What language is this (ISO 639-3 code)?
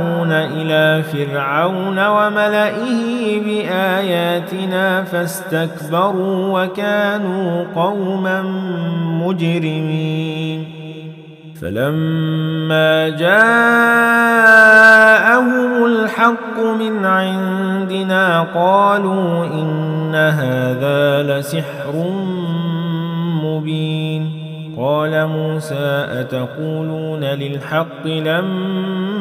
ara